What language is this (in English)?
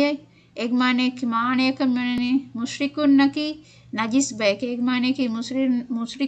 Divehi